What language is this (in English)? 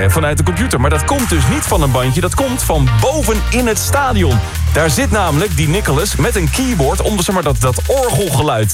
Dutch